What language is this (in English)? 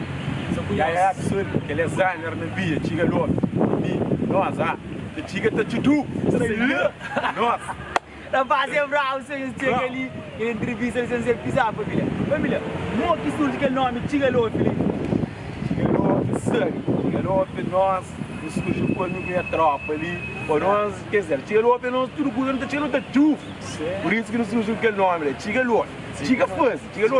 Kabuverdianu